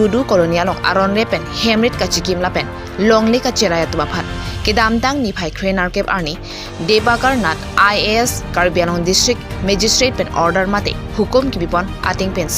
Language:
Karbi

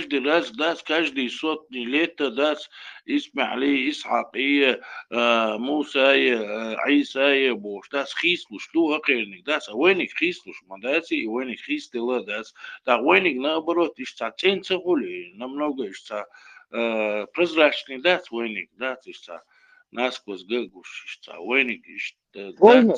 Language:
Chechen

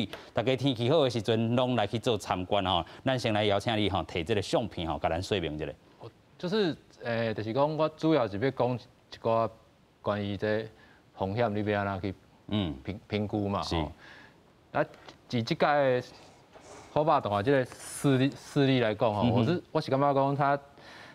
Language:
Min Nan Chinese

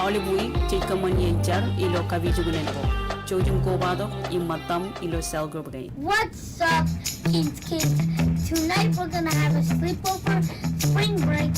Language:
Marshallese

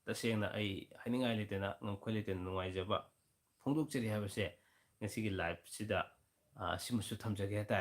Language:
Manipuri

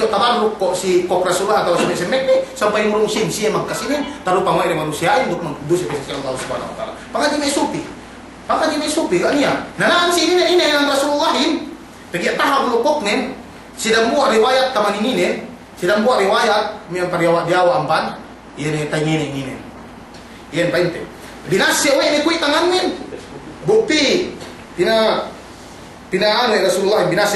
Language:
Yakan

